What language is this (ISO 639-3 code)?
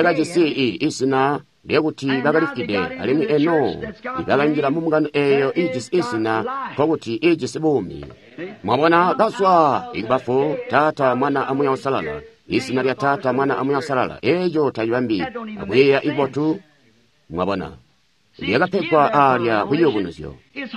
toi